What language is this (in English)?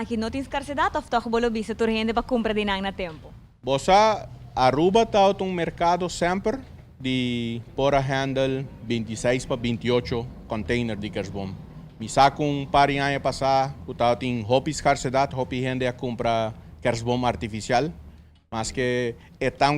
Papiamento